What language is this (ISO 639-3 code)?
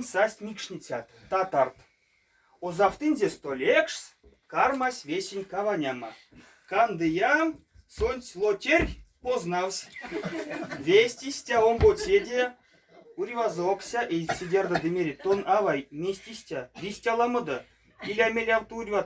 myv